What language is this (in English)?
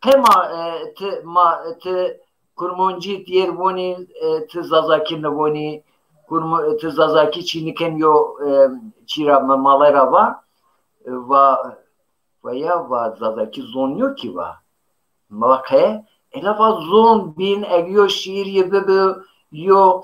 Zaza